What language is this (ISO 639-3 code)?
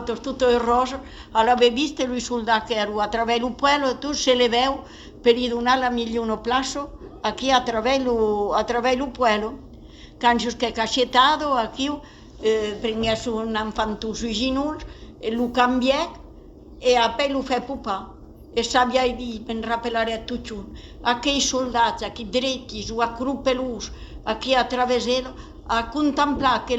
oci